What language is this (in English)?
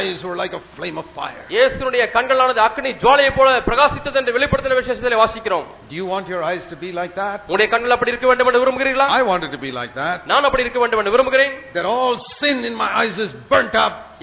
Tamil